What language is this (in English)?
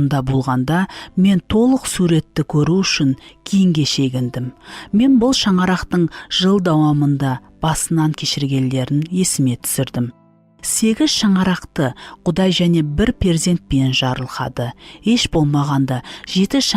Kara-Kalpak